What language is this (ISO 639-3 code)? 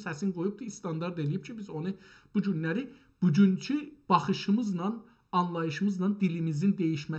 azb